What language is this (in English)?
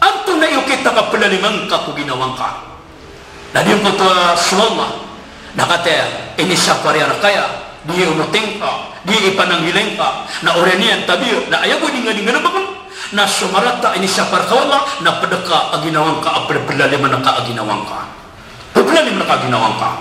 Maranao